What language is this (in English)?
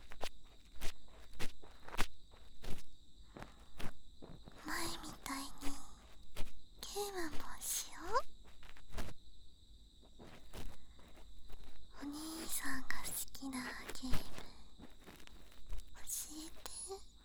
Japanese